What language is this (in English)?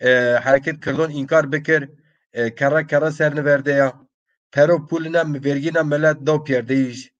Zaza